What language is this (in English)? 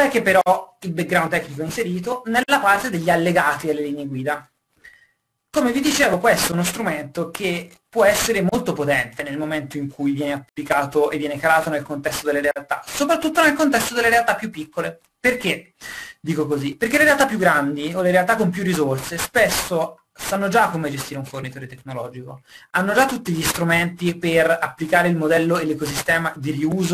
Italian